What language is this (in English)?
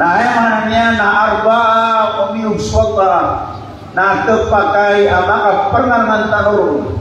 Maranao